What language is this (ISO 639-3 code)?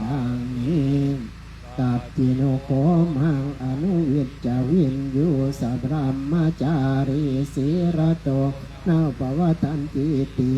pli